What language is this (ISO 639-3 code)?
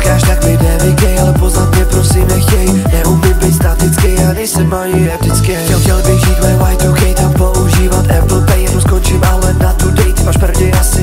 ces